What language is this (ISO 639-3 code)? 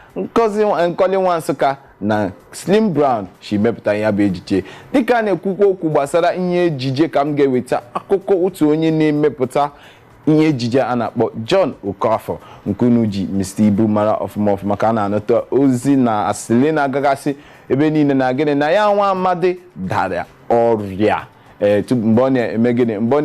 ibo